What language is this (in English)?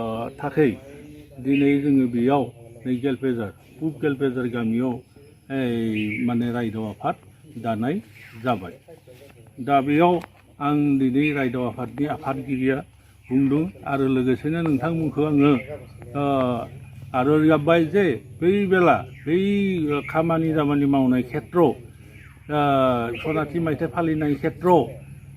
Bodo